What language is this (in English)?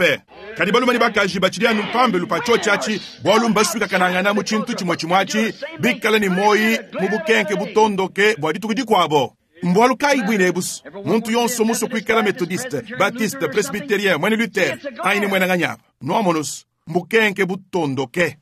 Luba-Lulua